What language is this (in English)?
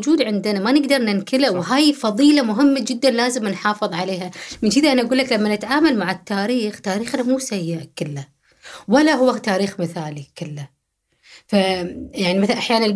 Gulf Arabic